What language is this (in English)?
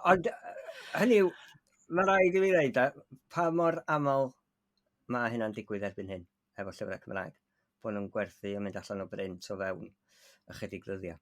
Welsh